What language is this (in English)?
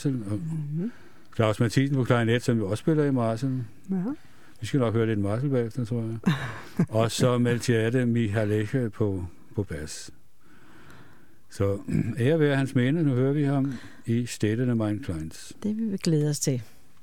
Danish